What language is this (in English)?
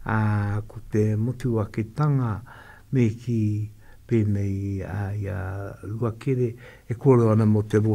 Māori